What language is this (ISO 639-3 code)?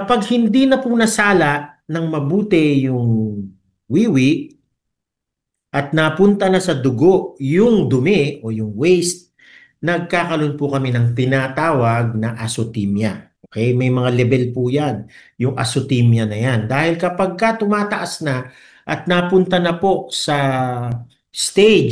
fil